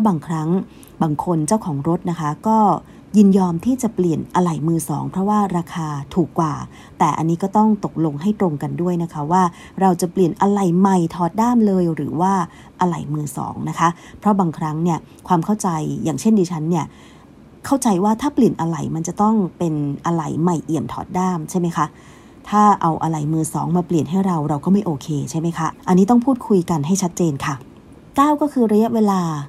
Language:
Thai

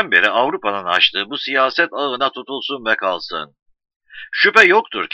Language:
Turkish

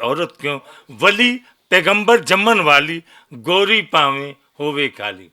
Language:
Western Panjabi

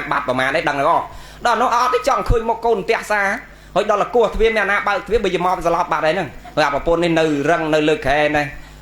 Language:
Khmer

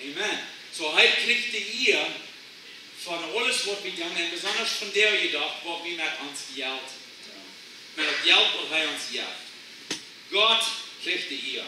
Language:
Plautdietsch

